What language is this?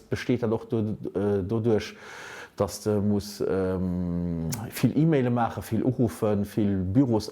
Luxembourgish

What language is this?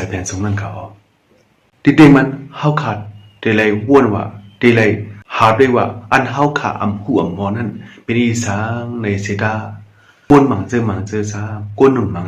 Shan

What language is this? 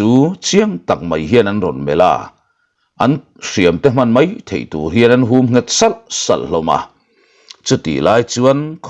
Mizo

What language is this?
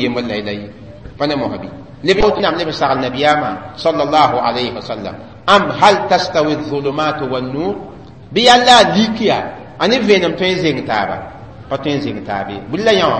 Mossi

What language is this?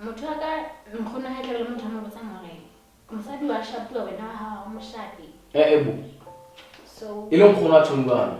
Southern Sotho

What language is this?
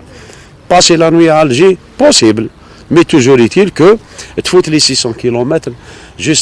Algerian Arabic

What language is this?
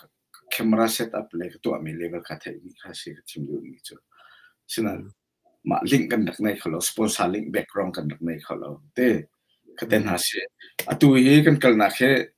Hakha Chin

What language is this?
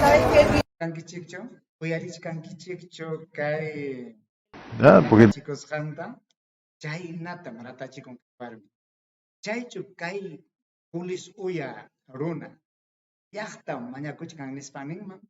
Ayacucho Quechua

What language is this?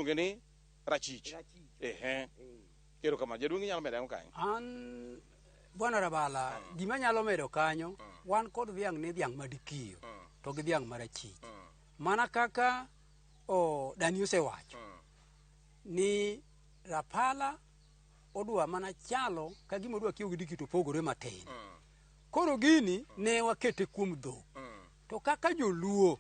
Luo (Kenya and Tanzania)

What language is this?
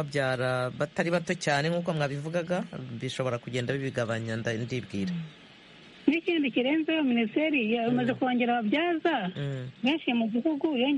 Kinyarwanda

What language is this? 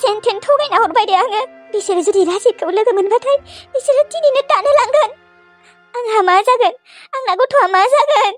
Bodo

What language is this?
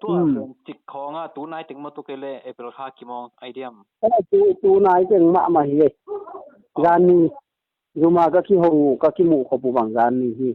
Tedim Chin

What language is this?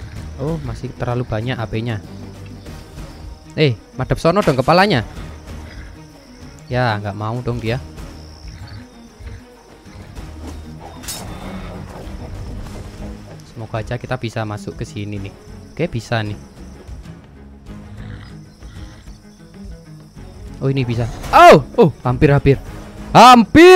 Indonesian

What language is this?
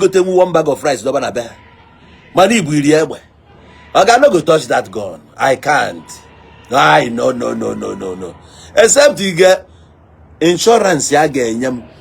Igbo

